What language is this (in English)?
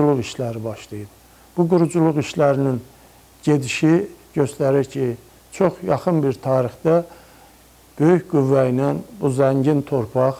Azerbaijani